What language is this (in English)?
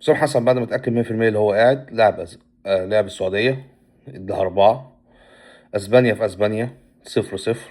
Egyptian Arabic